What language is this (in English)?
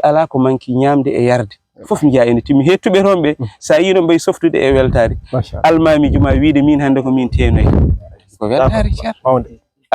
Fula